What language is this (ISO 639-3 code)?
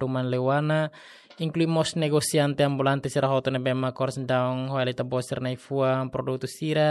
tet